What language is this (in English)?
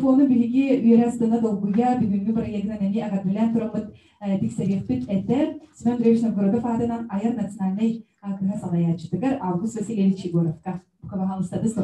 Yakut